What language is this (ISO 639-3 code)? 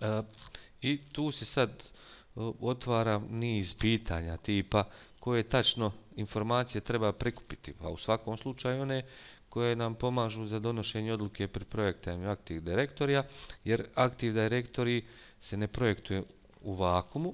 bos